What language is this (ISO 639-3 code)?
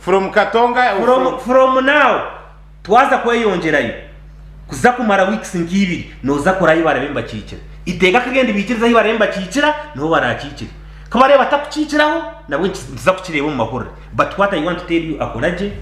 nyn